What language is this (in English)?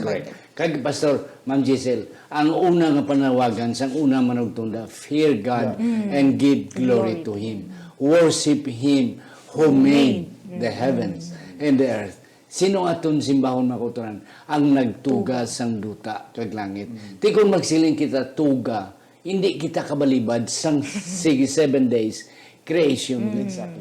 Hiligaynon